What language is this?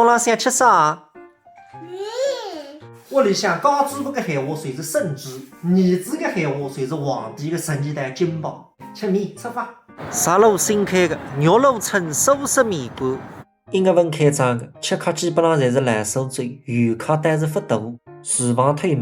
Wu Chinese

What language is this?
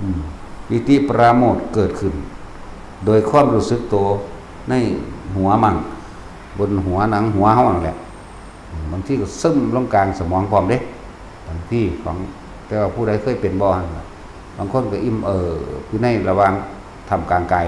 Northeastern Thai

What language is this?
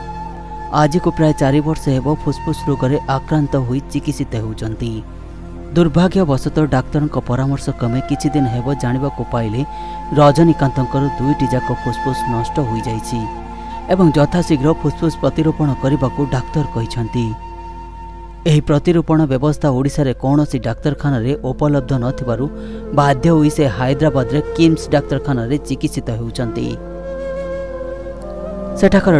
Odia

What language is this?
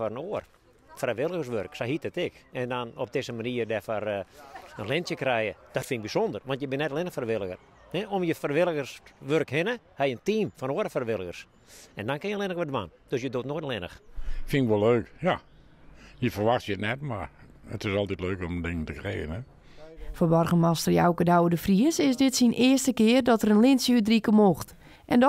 Western Frisian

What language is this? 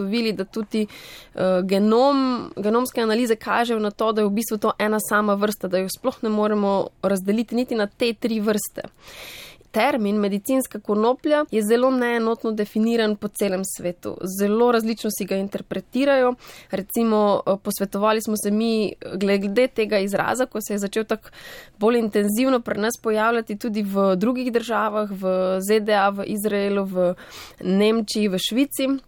Slovenian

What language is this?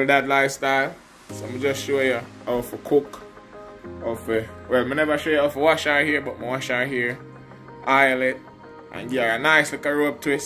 Jamaican Creole English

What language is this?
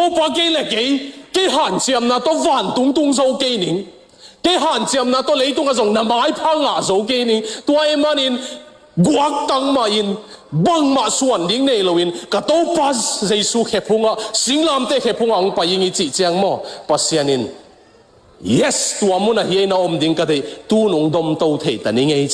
Tedim Chin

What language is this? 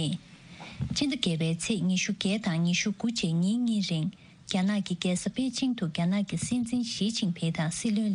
Tibetan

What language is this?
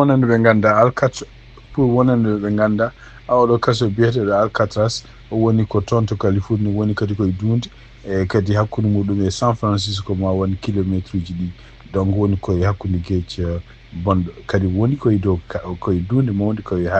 Fula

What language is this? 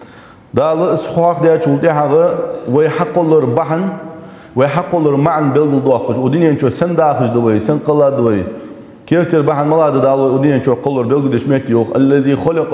Ingush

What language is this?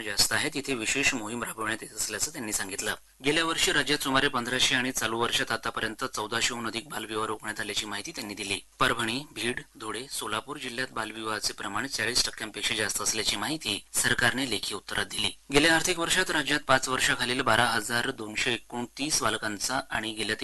Marathi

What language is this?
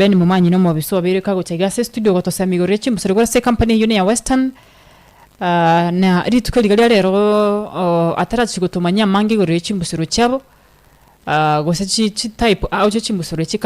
Gusii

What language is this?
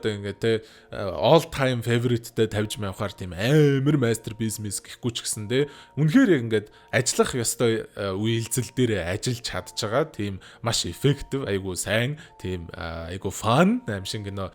Mongolian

